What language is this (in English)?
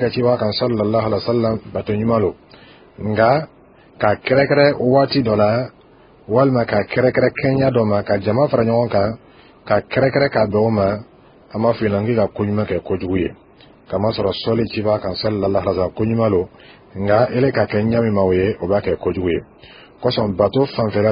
Dyula